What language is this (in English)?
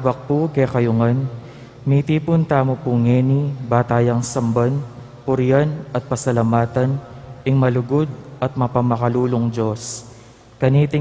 Pampanga